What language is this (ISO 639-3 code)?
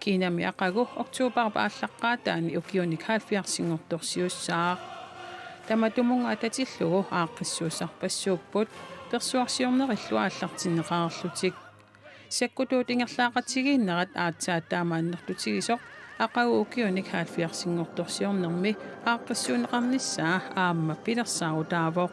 kal